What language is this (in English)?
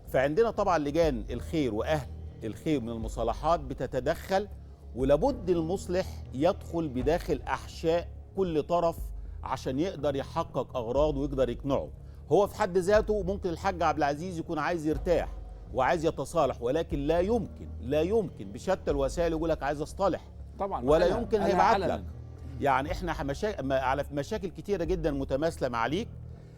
Egyptian Arabic